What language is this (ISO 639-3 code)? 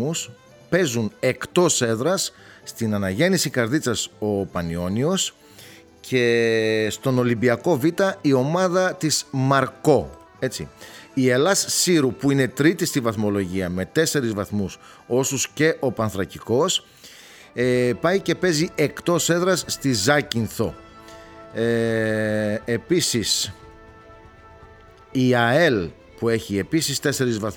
ell